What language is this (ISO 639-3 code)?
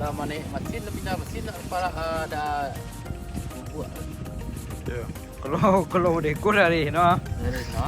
min